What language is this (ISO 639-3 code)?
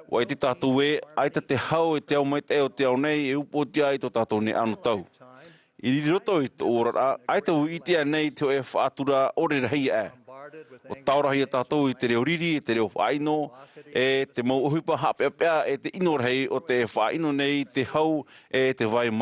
tah